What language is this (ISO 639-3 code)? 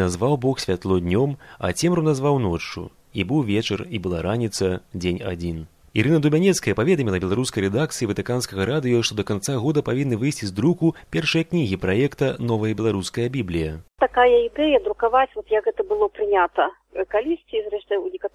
bel